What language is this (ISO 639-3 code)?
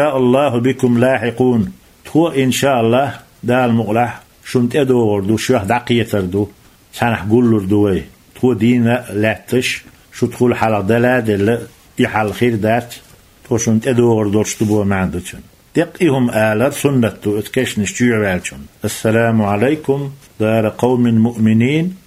che